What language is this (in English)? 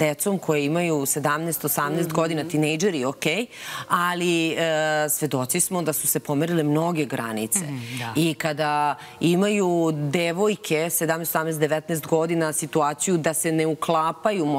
Serbian